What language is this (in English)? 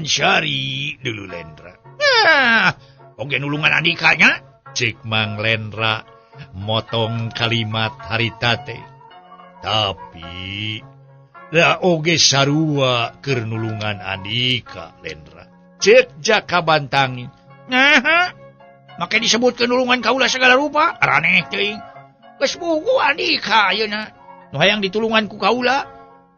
Sundanese